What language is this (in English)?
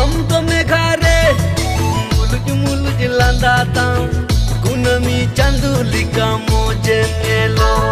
Santali